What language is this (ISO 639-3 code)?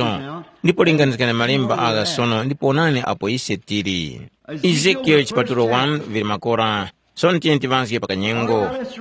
tum